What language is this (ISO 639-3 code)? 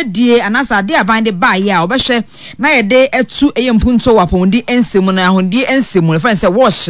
aka